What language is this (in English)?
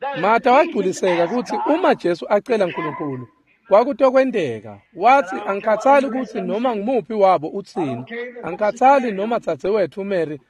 Swati